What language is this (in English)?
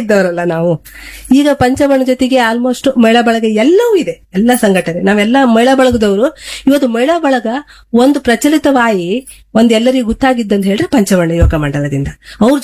Kannada